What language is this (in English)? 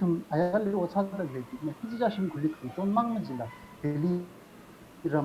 Tangkhul Naga (India)